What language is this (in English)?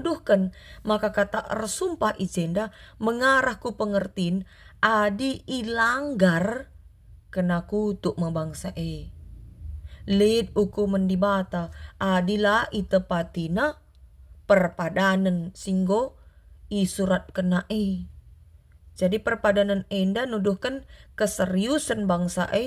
Batak Karo